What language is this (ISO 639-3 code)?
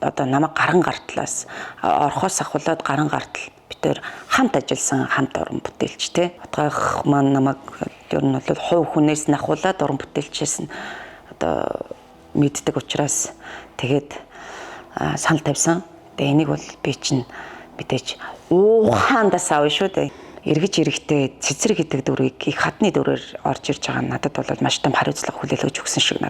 mon